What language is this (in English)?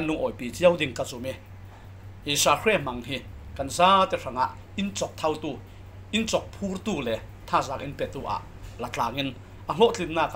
Falam Chin